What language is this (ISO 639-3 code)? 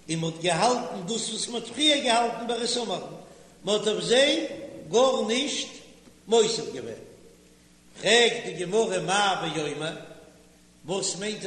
yid